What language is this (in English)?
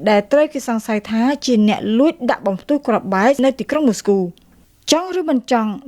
Khmer